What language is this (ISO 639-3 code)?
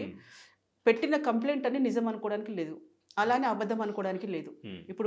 tel